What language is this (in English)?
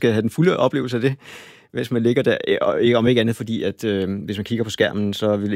Danish